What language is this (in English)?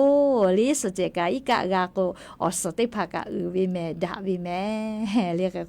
Lahu